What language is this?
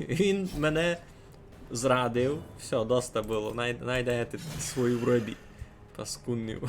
Rusyn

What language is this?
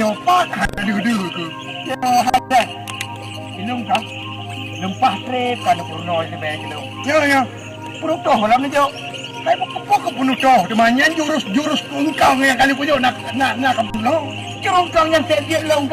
Achinese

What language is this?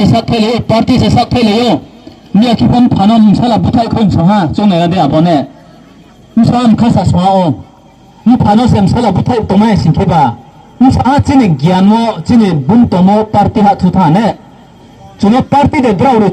Riang (India)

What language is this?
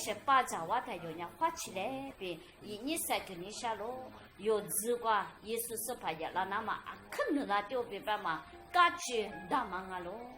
Lisu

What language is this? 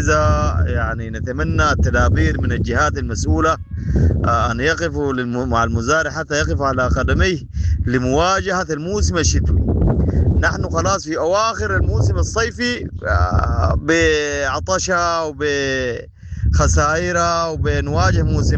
Sudanese Arabic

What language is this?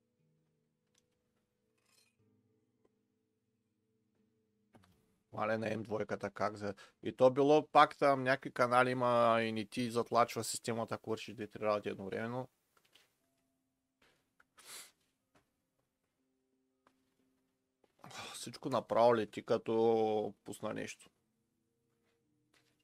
Bulgarian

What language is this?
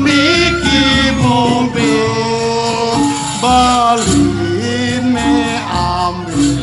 Balinese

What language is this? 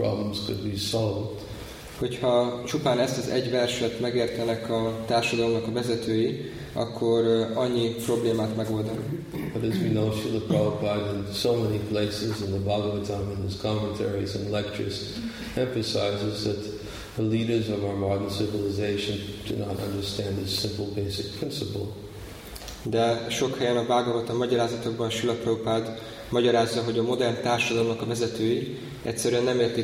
Hungarian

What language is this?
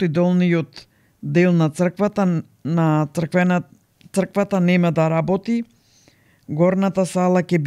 Macedonian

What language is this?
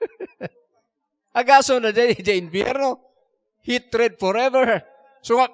Iloko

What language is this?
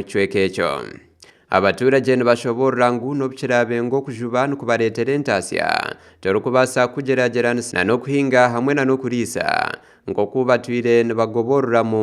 Nyankole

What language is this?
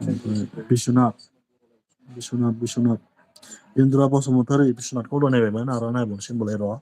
Bodo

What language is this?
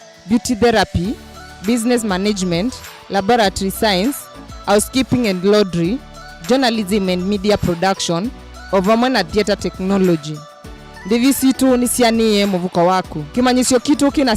Kamba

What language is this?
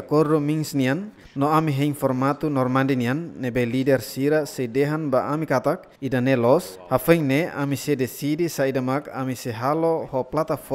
Tetum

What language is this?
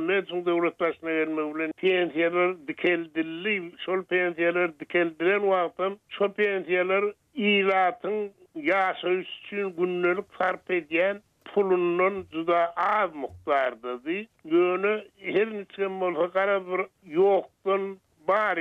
Turkmen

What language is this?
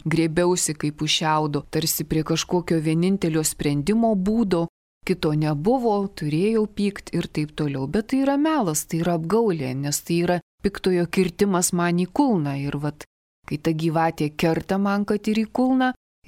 Lithuanian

